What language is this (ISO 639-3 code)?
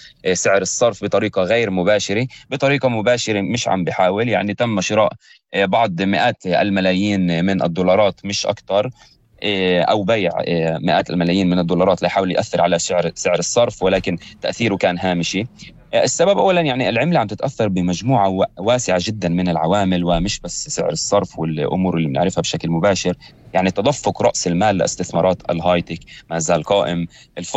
apc